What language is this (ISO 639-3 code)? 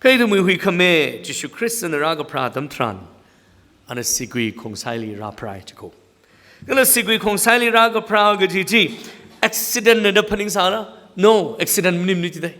nmf